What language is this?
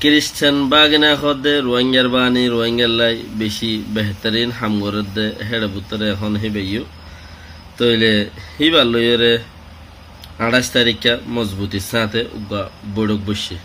Rohingya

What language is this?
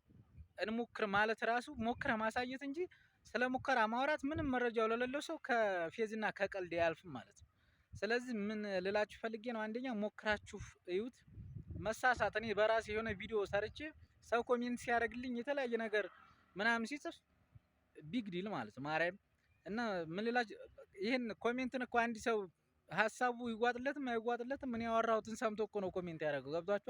Amharic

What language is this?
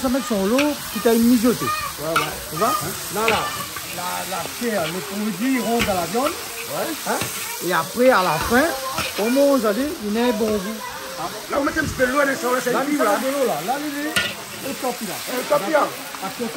Réunion Creole French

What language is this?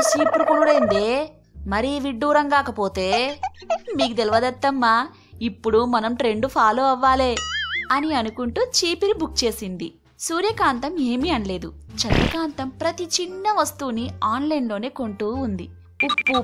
Telugu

